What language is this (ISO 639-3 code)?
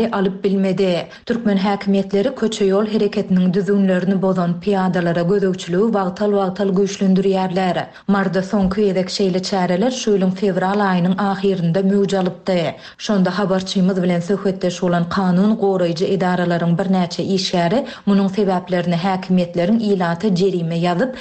tuk